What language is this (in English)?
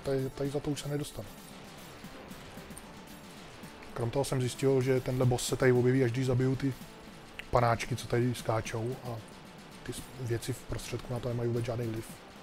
Czech